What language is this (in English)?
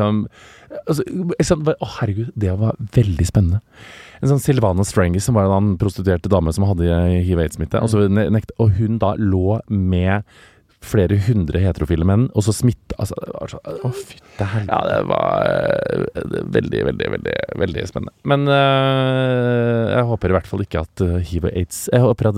Norwegian